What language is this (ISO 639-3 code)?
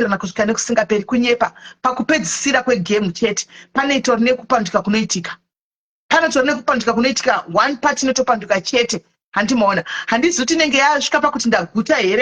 sna